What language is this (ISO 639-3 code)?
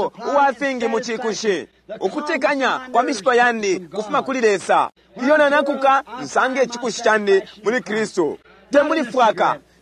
bem